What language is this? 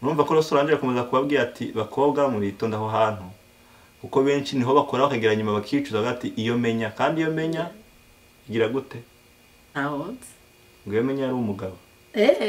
Kinyarwanda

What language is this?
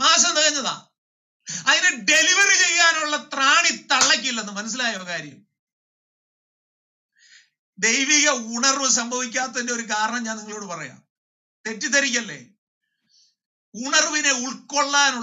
Malayalam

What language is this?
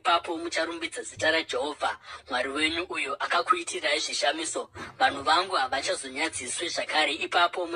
Shona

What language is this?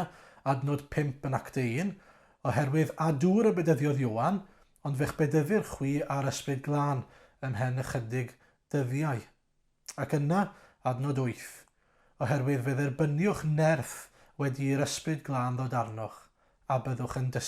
Welsh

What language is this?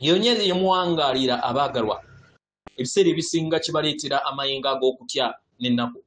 Ganda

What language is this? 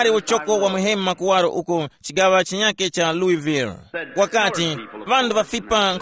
Tumbuka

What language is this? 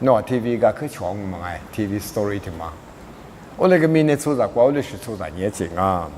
Lisu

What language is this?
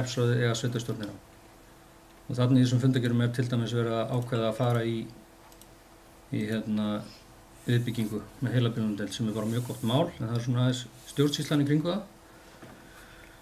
Icelandic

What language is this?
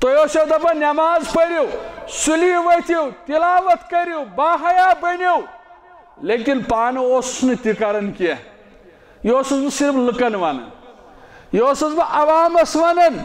Kashmiri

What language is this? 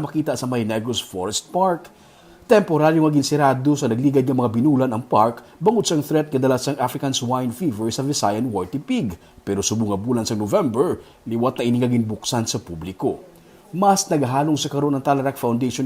Hiligaynon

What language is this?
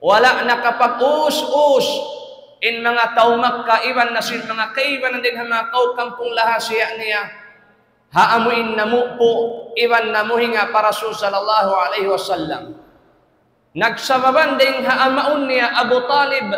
Tausug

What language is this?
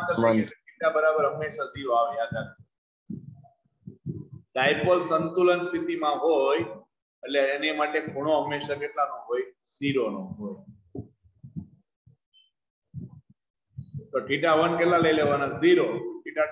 Gujarati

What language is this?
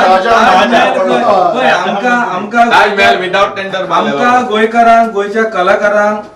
Konkani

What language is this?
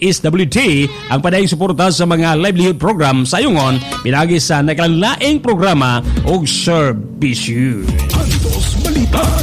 Cebuano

